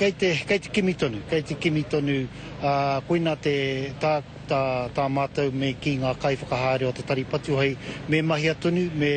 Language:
Māori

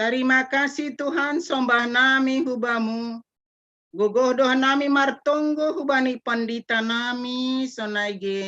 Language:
Batak Simalungun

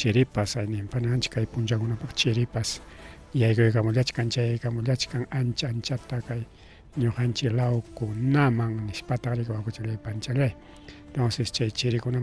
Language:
Ayacucho Quechua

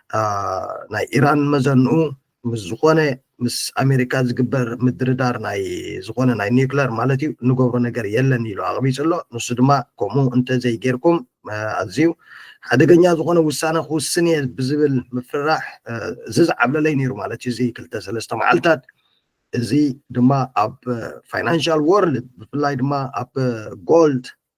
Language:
Tigrinya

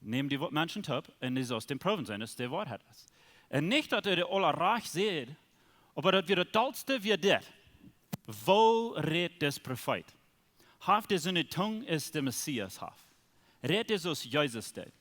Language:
Plautdietsch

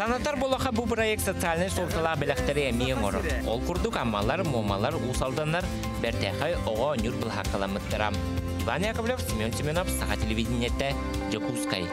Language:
Yakut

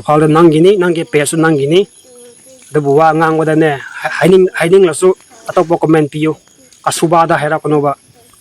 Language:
Manipuri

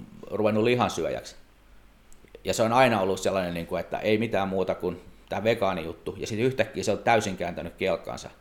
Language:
Finnish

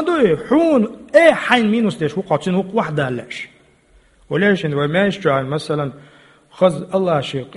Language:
Chechen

